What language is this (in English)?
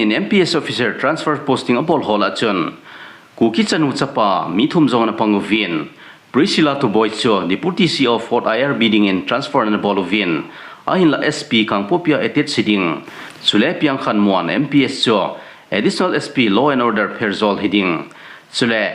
Thado Chin